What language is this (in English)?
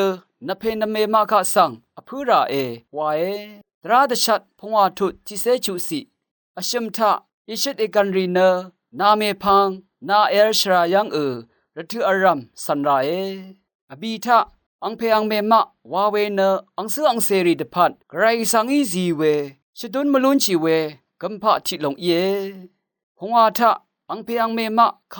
Rawang